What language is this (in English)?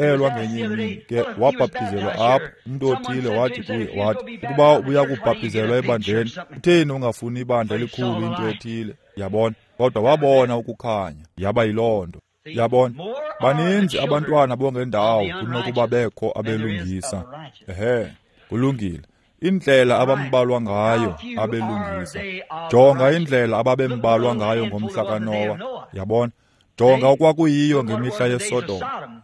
Xhosa